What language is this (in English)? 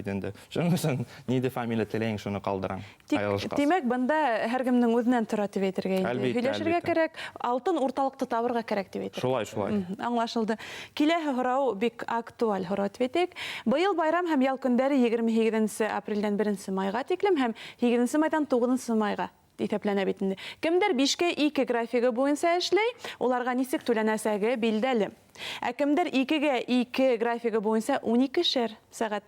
Bashkir